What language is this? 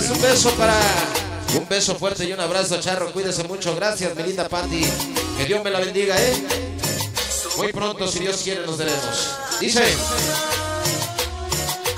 Spanish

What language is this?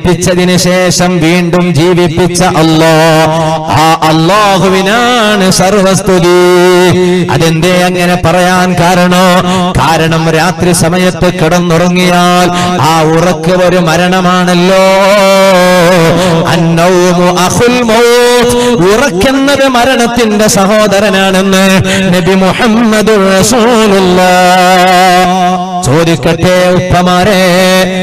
Malayalam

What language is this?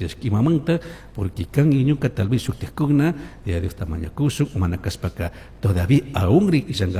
Chimborazo Highland Quichua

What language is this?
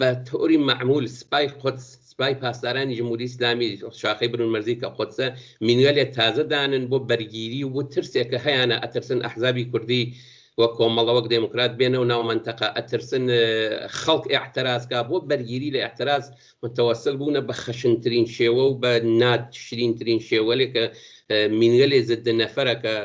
Central Kurdish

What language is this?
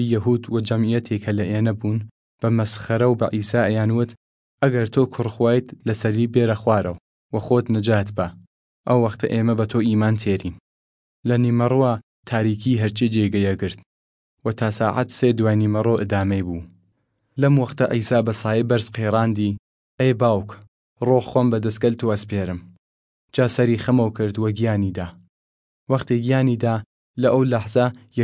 Southern Kurdish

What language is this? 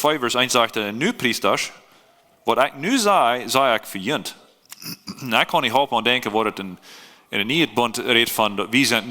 Plautdietsch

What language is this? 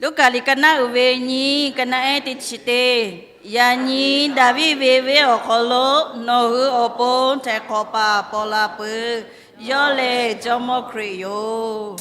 Lahu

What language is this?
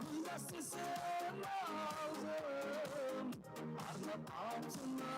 Kara-Kalpak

